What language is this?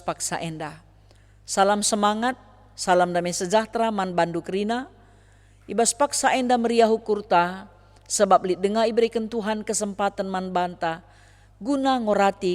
Batak Karo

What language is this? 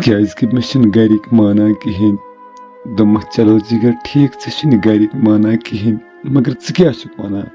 Kashmiri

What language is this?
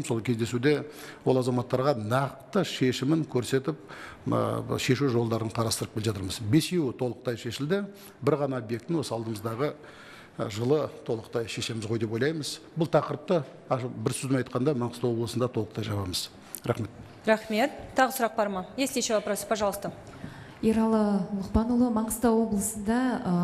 Kazakh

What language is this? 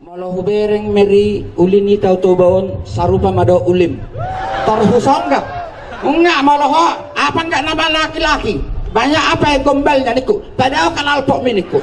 Batak Toba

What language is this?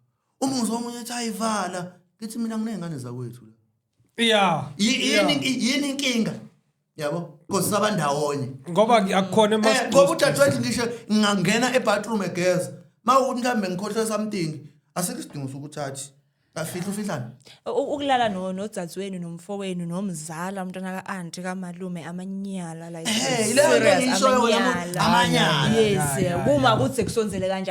Zulu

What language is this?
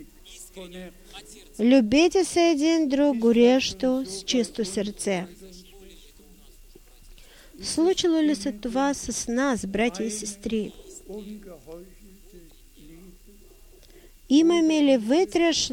Bulgarian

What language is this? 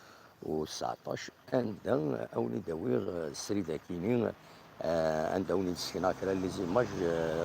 Kabyle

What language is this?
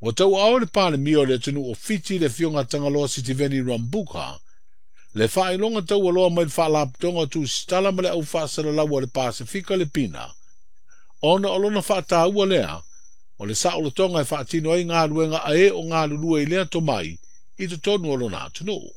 Samoan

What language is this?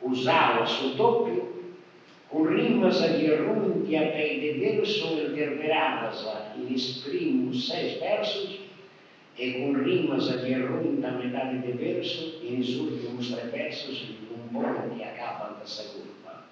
Sardinian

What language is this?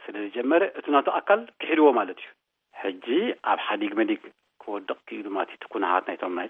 Tigrinya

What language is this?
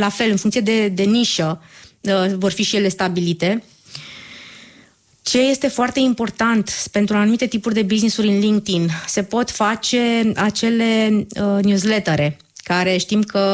Romanian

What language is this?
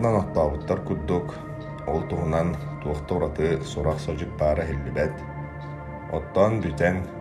Yakut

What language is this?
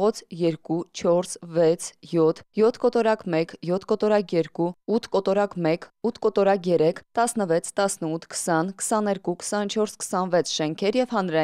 Armenian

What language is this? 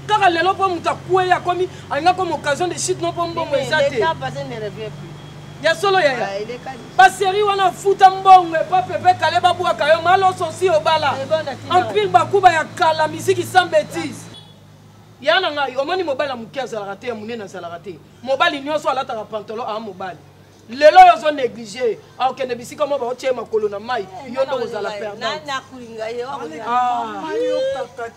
Lingala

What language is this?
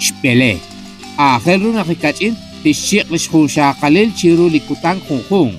Kekchí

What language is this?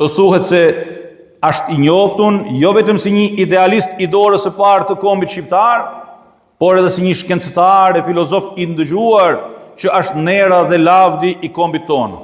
Albanian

